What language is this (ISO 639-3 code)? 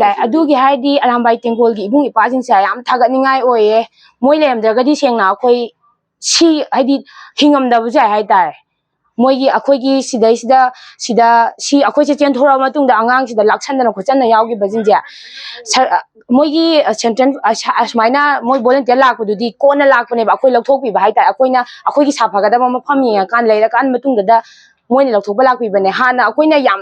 mni